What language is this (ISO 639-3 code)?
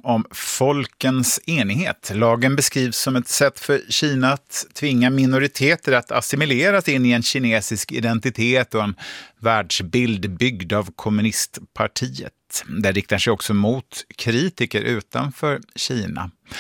swe